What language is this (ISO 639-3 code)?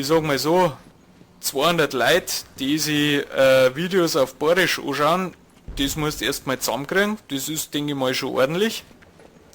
bar